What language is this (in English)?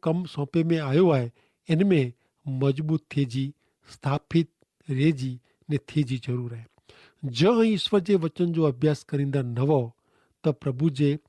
Kachhi